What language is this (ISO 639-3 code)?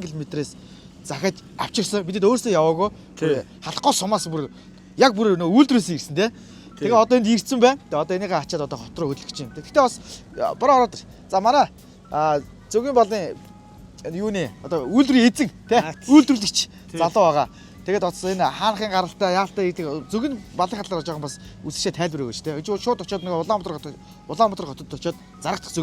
mon